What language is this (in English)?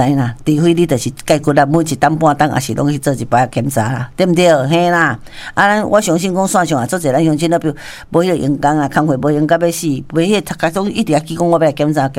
Min Nan Chinese